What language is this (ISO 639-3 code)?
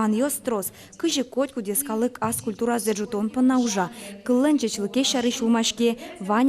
udm